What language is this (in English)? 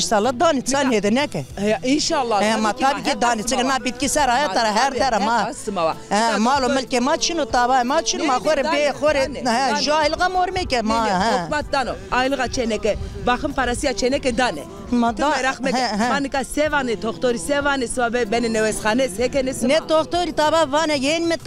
Zaza